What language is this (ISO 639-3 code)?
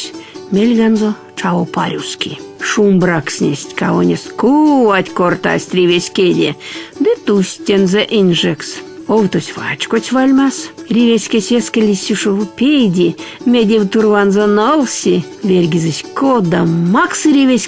myv